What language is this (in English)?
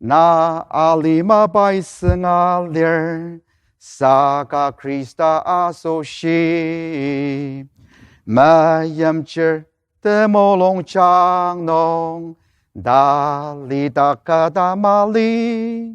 Ao Naga